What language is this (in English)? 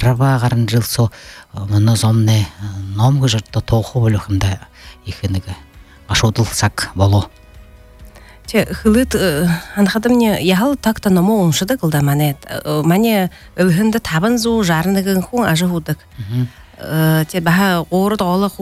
Buriat